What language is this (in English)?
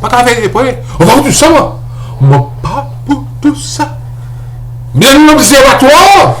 Morisyen